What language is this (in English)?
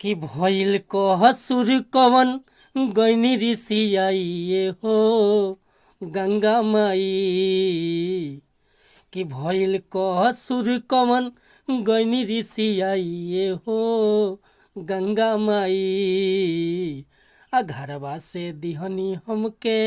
Bhojpuri